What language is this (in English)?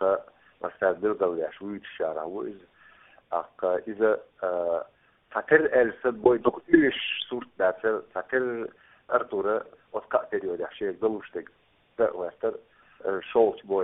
Chechen